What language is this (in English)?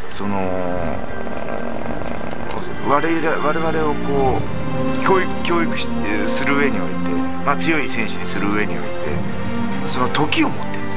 Japanese